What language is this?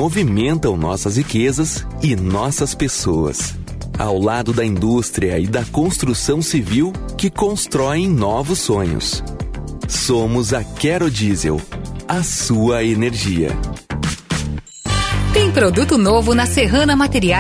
Portuguese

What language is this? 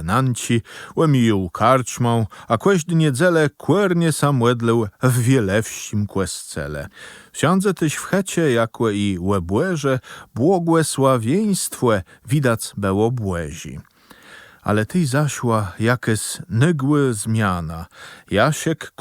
Kashubian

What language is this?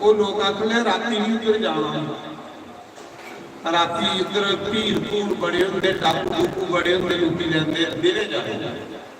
Dogri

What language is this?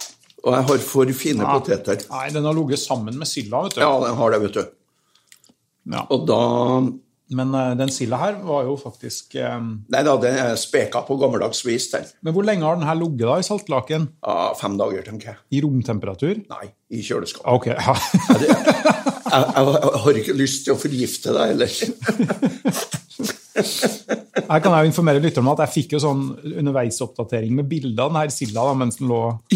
Norwegian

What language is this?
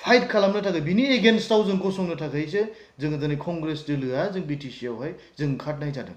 Bodo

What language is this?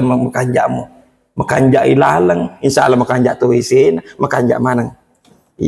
Buginese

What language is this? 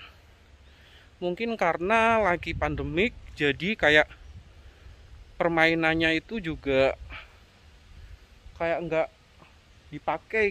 Indonesian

